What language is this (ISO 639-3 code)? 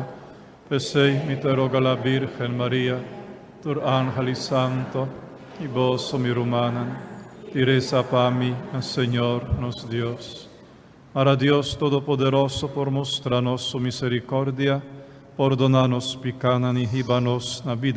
pap